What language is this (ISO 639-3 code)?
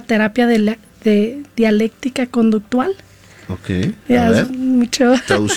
spa